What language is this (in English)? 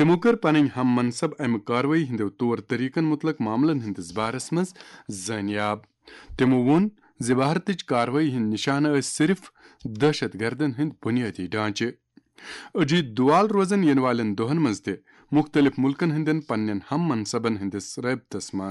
Kashmiri